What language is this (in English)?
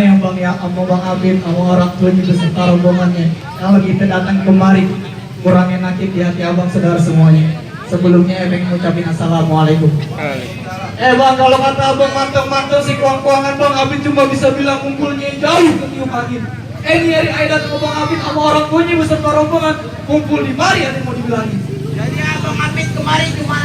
Betawi